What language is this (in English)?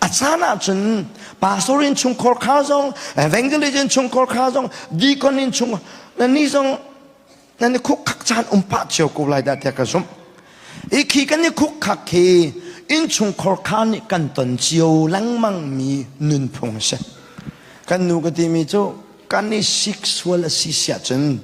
Hakha Chin